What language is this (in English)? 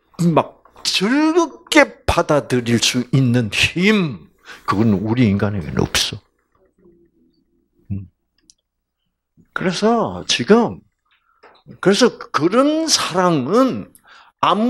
Korean